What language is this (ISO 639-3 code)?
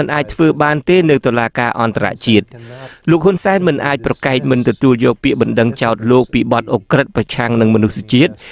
khm